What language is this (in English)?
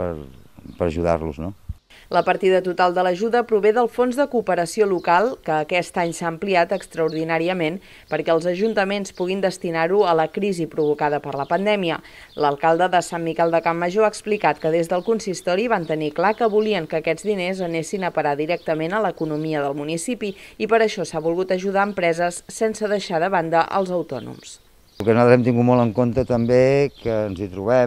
Catalan